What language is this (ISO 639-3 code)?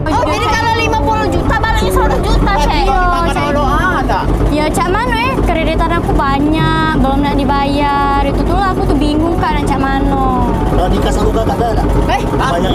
mui